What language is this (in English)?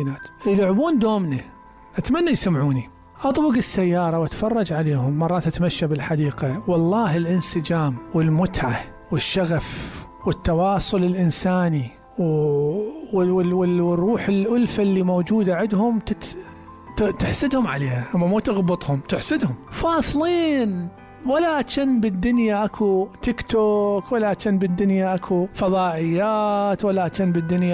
Mesopotamian Arabic